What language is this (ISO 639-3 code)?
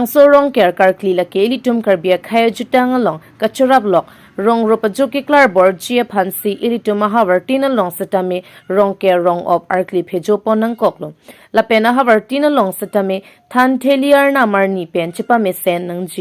mjw